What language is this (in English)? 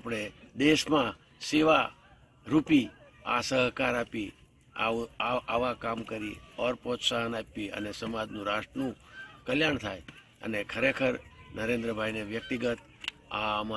Gujarati